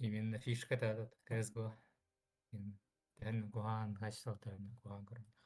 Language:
Yakut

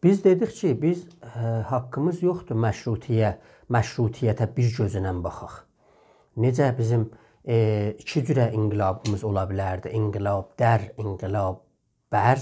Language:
South Azerbaijani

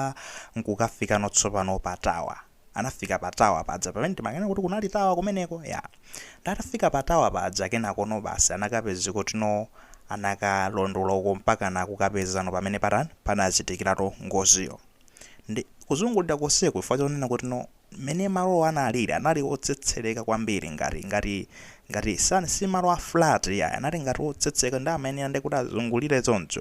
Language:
Nyanja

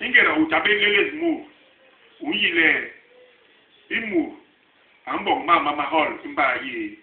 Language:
Basaa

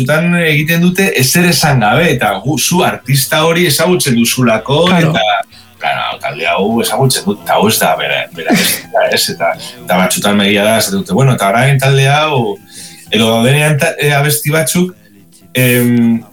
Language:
Basque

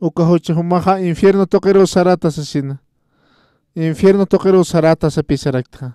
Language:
Aymara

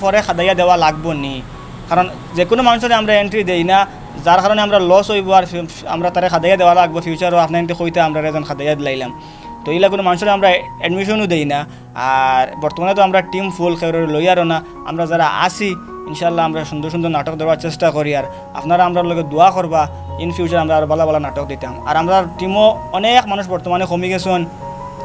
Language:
Sylheti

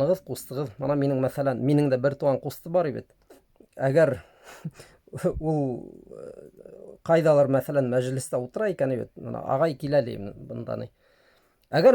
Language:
Bashkir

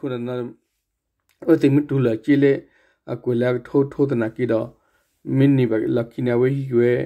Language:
S'gaw Karen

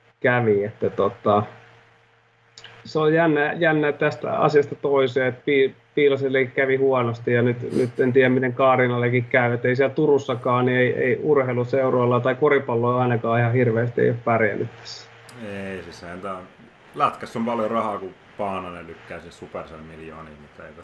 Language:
Finnish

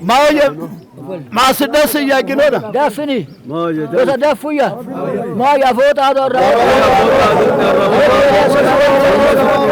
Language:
Sidamo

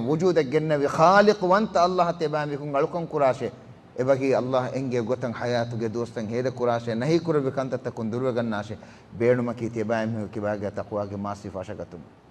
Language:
Divehi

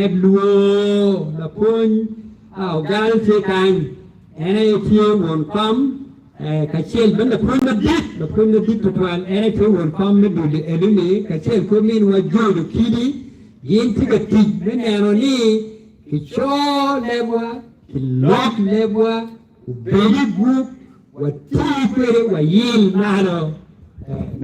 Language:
Acoli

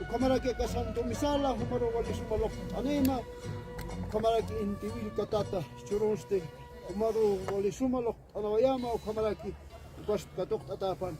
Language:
Aymara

